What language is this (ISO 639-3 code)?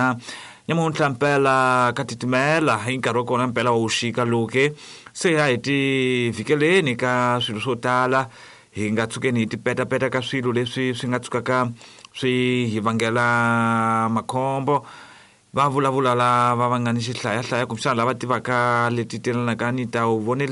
tso